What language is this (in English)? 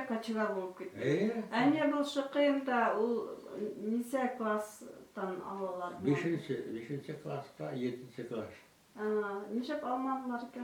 Bashkir